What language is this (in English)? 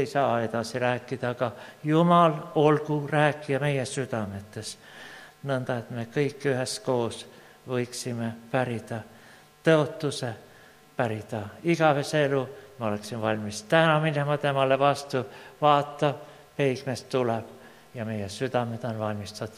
Estonian